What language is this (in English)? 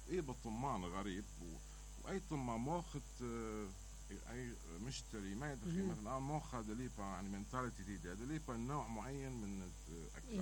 Mesopotamian Arabic